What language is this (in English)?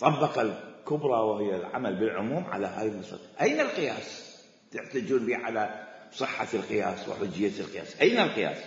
Mesopotamian Arabic